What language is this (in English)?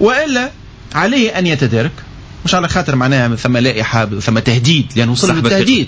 Tunisian Arabic